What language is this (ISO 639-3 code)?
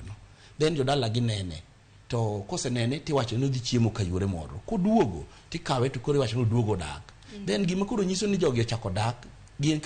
luo